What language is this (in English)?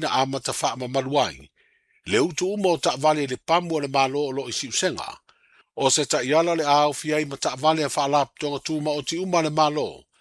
Samoan